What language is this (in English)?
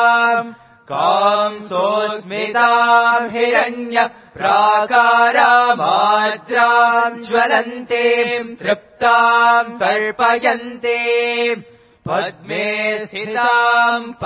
Sanskrit